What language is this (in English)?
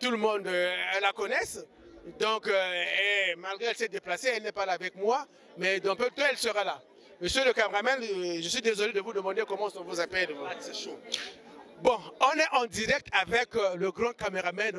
French